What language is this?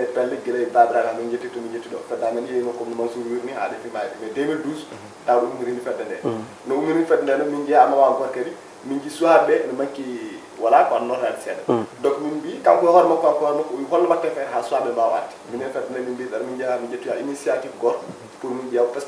Fula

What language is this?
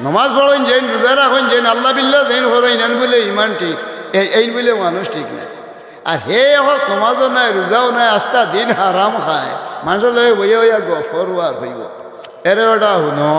Sylheti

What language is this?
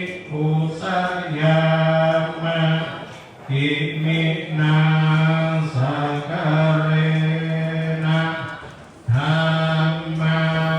Pali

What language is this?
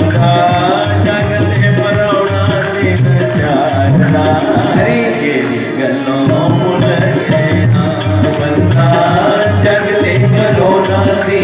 Dogri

